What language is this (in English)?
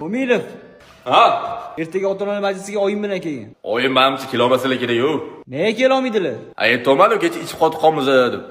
Uzbek